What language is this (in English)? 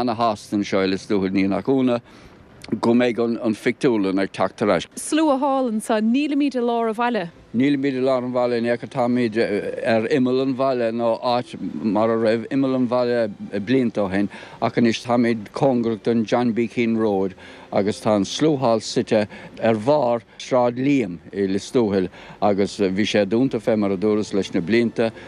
Irish